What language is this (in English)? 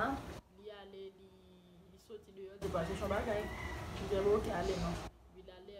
Haitian Creole